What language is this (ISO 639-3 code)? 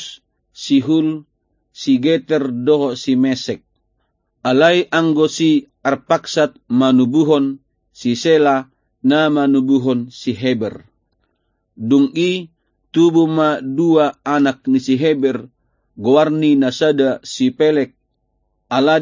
bbc